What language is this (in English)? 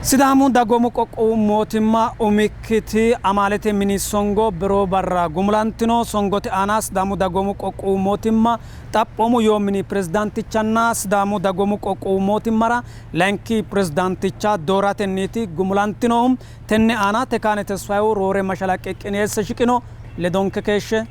Sidamo